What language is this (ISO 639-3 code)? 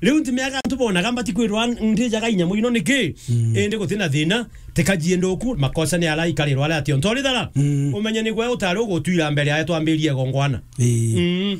mer